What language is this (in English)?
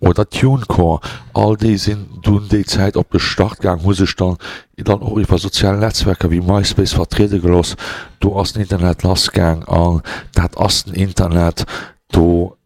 Luxembourgish